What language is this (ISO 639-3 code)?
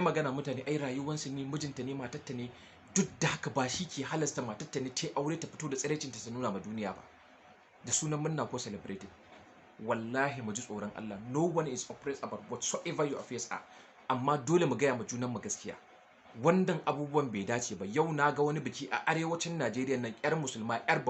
hau